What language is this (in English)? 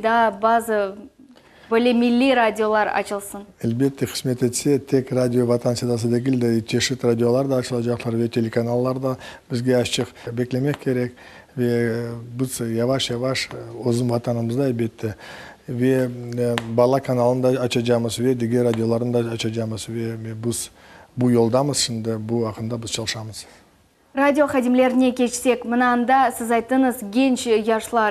Crimean Tatar